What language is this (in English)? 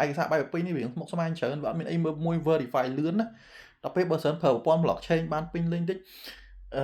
Khmer